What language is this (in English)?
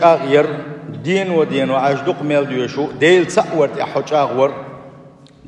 Chechen